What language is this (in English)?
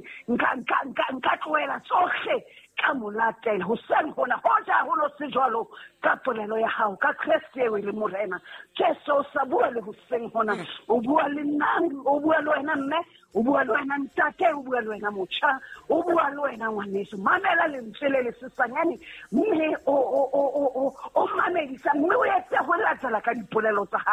Southern Sotho